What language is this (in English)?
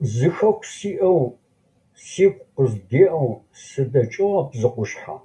Adyghe